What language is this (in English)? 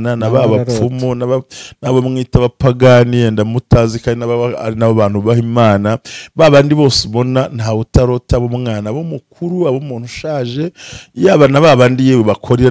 Kinyarwanda